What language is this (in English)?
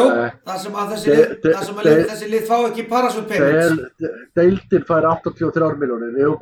Icelandic